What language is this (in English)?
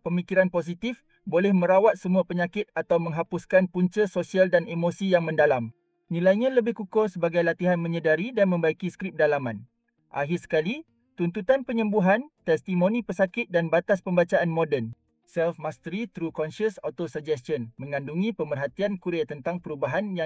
Malay